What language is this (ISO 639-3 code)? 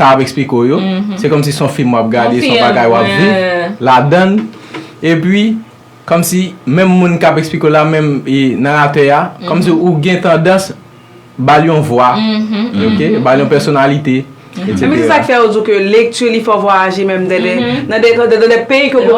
hat